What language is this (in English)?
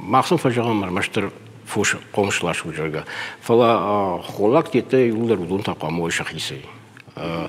Ossetic